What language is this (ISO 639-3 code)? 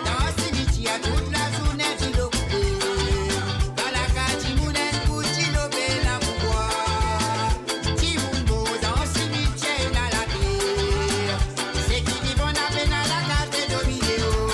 mfe